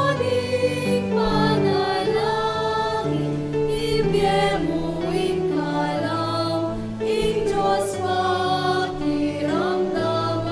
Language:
Pampanga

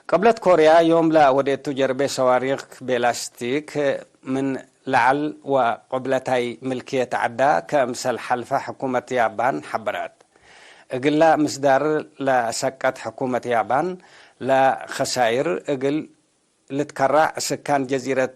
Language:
Tigre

